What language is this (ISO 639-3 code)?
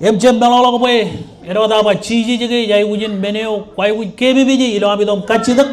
mah